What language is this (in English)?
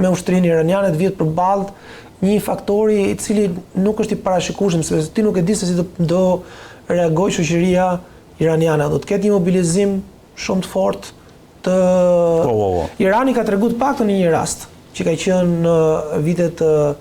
Albanian